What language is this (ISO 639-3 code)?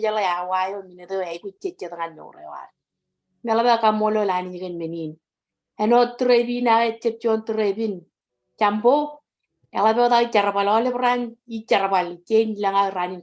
mah